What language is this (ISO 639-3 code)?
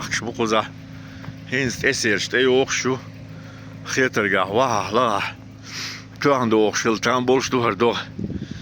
che